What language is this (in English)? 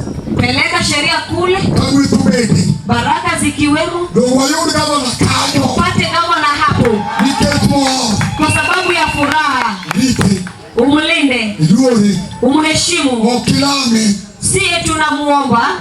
Luo (Kenya and Tanzania)